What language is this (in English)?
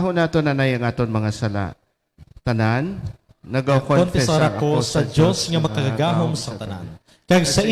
Hiligaynon